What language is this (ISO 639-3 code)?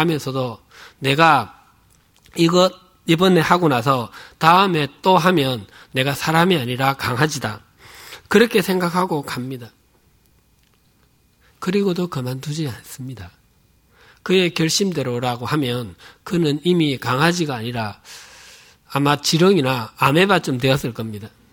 kor